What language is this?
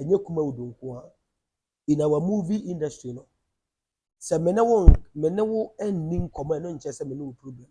Akan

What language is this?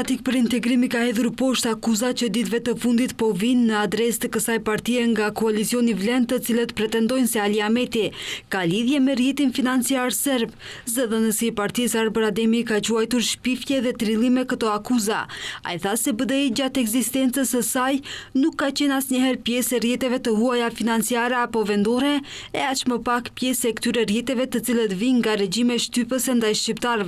Albanian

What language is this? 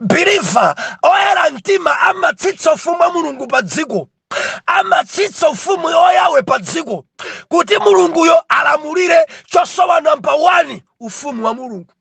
Nyanja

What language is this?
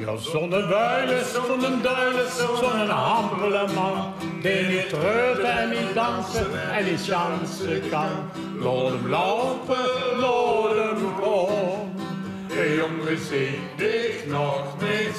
Limburgish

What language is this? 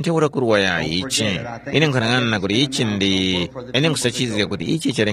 Tumbuka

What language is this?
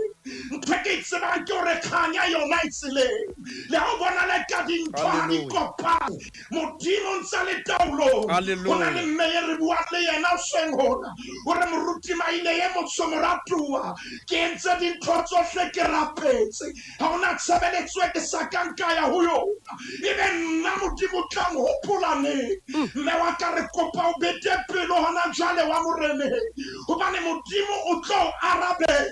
Southern Sotho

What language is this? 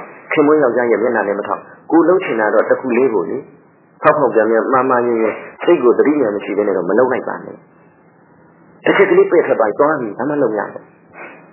Burmese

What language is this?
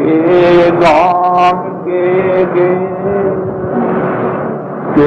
Bangla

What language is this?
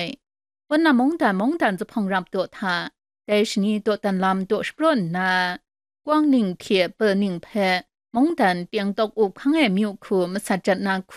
Kachin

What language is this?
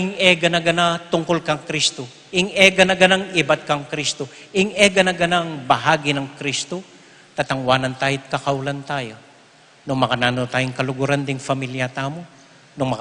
Pampanga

